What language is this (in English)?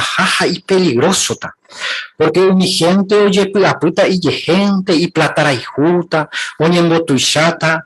Guarani